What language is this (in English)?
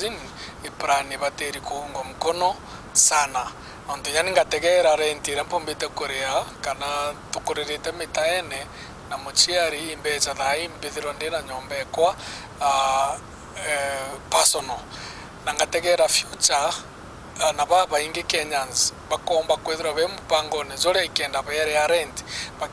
Meru